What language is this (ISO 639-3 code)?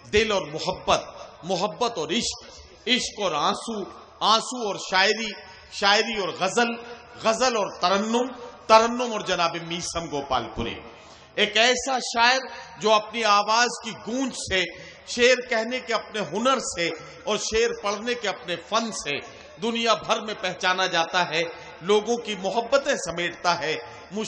urd